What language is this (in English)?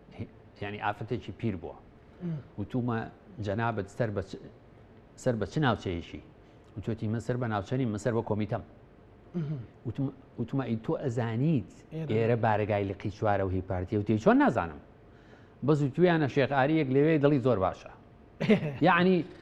Central Kurdish